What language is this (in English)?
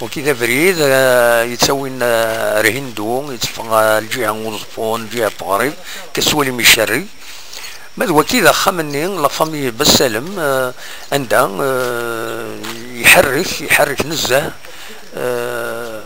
Kabyle